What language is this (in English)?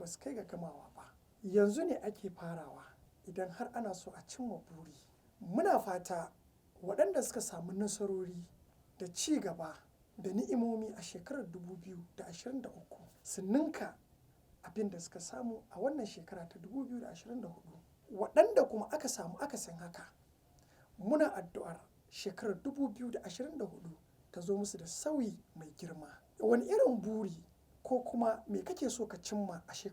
Hausa